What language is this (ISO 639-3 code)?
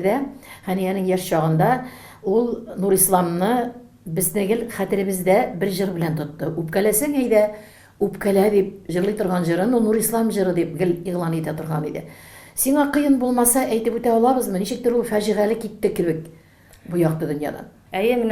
tat